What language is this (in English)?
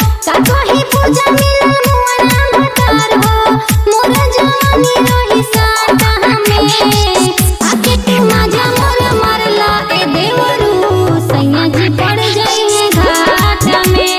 Bhojpuri